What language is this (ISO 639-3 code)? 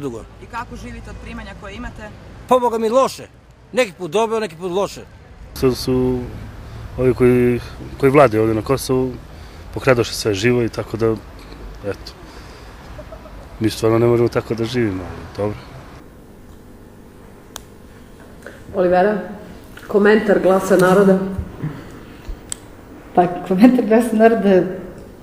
srp